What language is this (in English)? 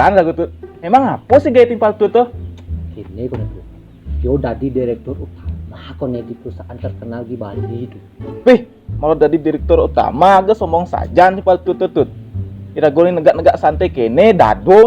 Balinese